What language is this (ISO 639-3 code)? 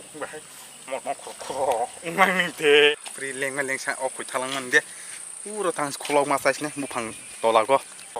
trp